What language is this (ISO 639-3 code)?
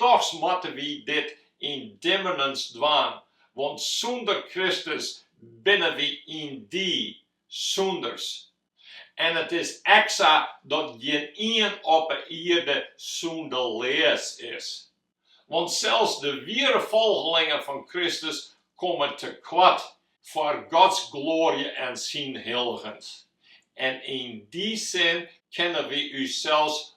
fry